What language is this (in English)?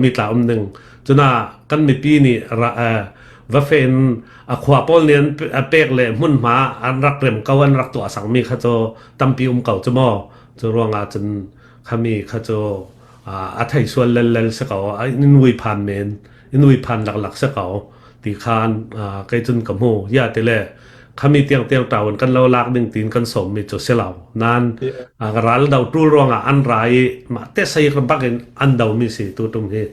Falam Chin